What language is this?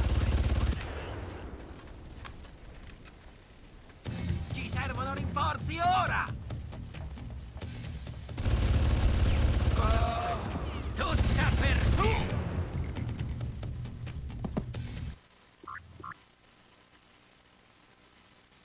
Italian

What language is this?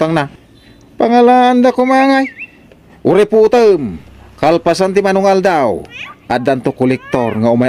Iloko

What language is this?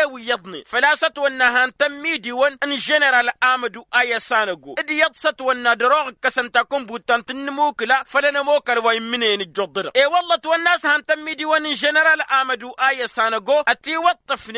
Tamasheq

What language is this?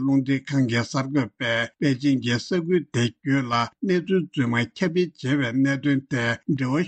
Tibetan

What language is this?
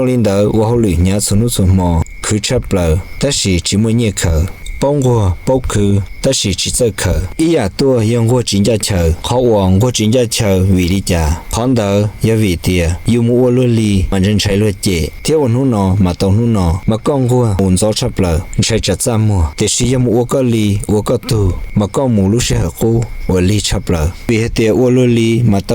Hmong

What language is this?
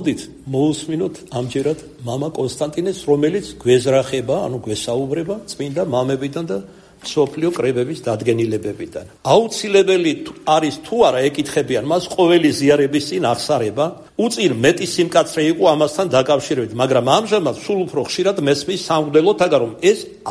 Georgian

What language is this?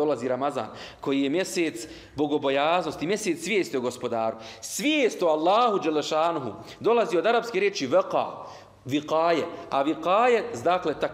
Bosnian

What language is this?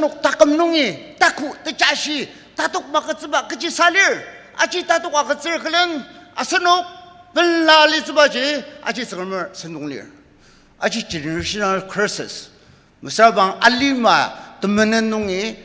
Ao Naga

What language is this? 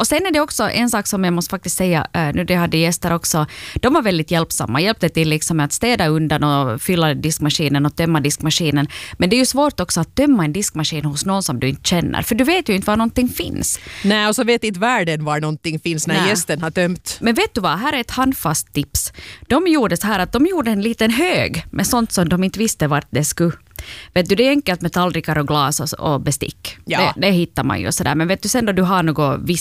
Swedish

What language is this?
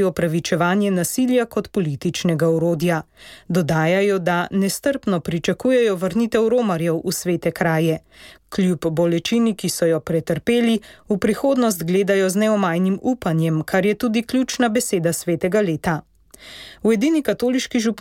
Slovenian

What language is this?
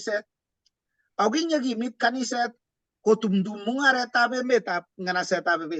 Kalenjin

